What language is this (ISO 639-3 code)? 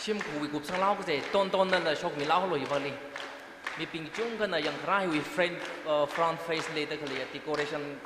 nmf